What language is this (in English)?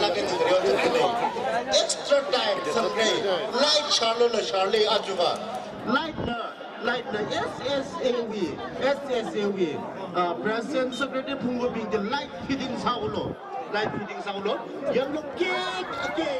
Tangkhul Naga (India)